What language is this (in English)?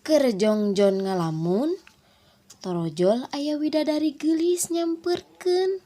Sundanese